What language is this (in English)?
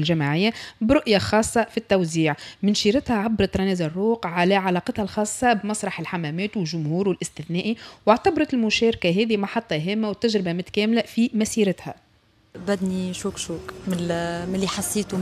Tunisian Arabic